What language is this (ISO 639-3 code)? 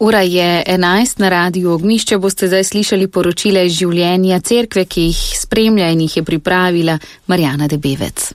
slv